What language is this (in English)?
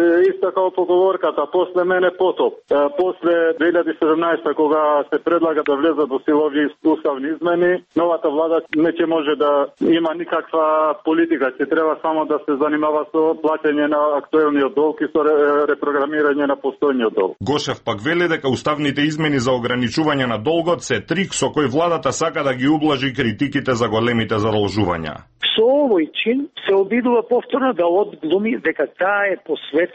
Macedonian